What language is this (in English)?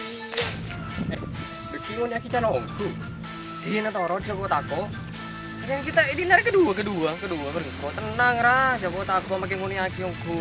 Madurese